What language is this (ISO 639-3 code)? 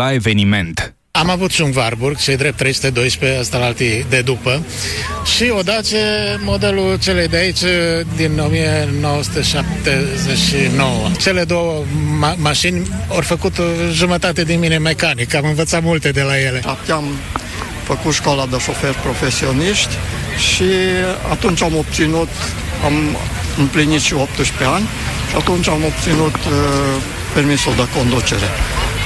ron